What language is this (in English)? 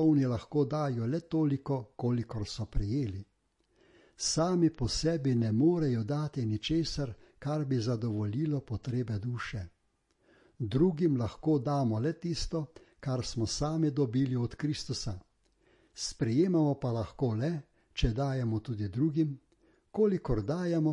Slovenian